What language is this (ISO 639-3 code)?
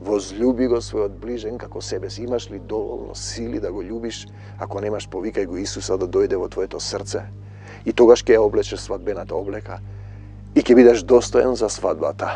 mkd